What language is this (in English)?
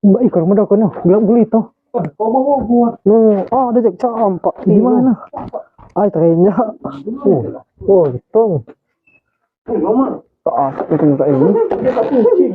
Musi